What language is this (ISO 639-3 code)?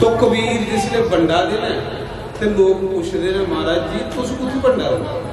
doi